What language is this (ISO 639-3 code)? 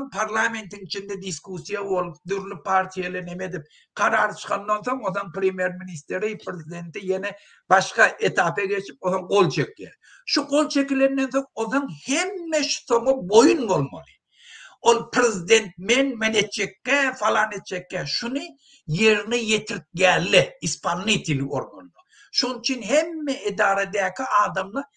tuk